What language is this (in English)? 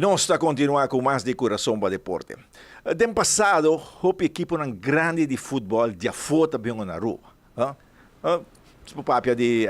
Papiamento